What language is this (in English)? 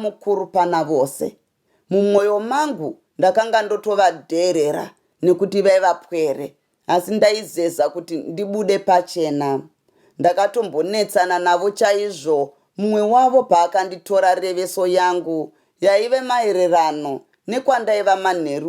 Shona